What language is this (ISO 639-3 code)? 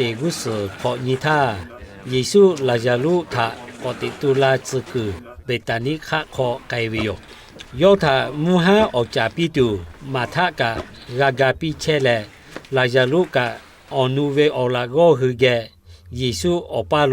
lhu